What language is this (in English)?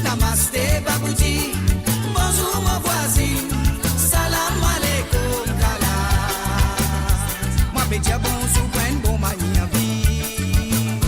Morisyen